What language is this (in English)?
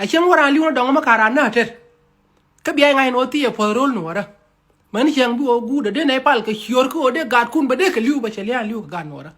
Nuer